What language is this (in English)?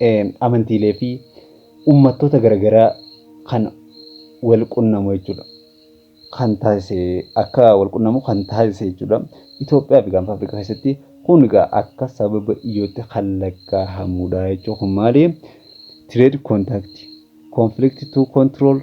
Oromo